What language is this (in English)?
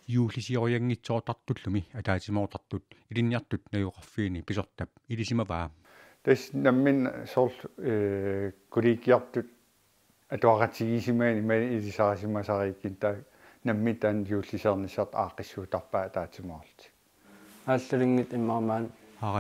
Kalaallisut